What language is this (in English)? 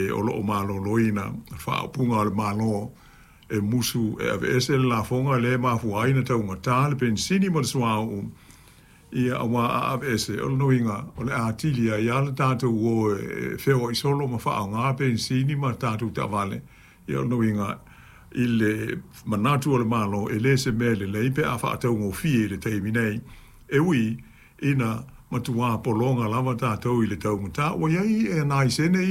Samoan